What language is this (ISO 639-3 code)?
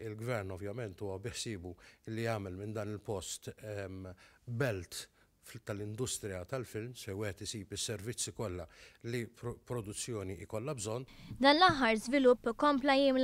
mlt